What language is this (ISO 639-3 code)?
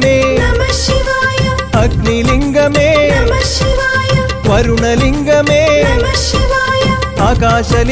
mal